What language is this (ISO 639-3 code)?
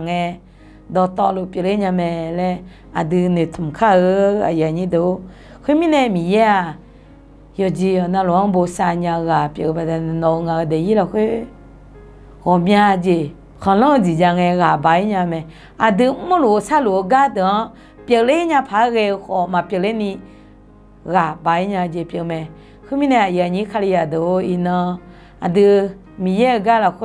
ahk